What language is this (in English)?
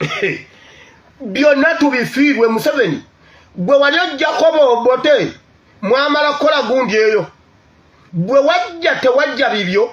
Ganda